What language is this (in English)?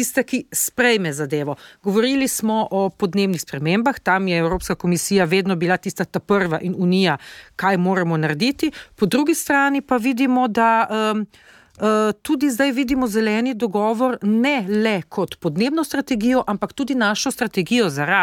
Slovenian